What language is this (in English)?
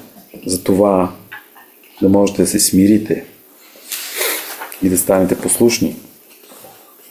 Bulgarian